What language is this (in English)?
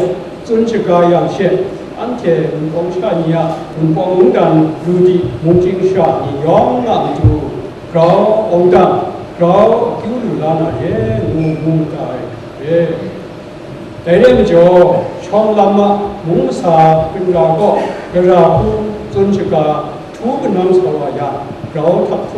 Kachin